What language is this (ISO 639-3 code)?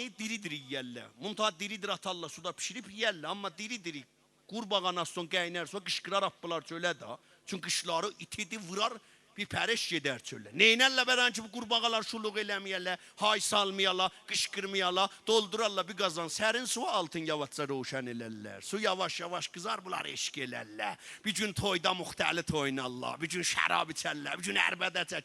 azb